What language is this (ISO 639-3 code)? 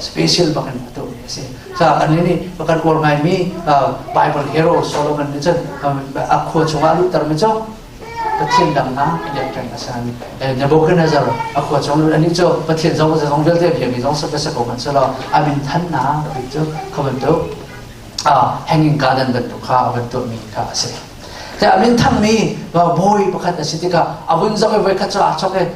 cnh